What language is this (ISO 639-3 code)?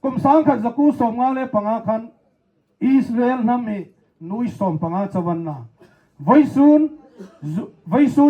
hmr